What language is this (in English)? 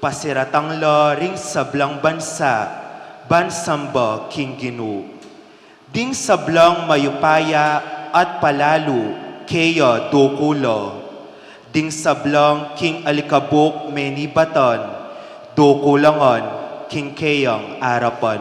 Pampanga